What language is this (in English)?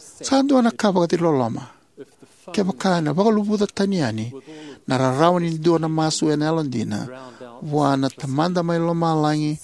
Fijian